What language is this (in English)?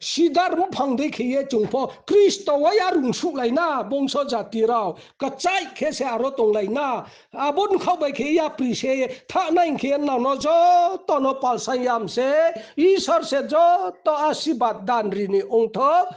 Riang (India)